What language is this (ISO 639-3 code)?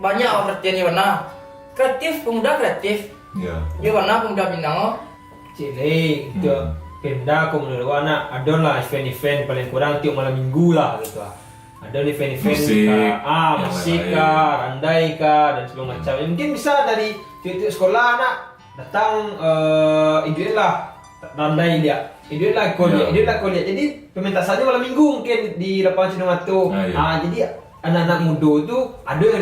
min